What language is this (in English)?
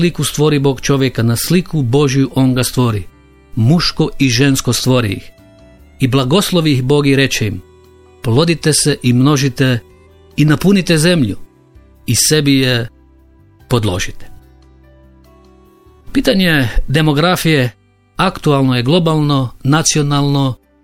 Croatian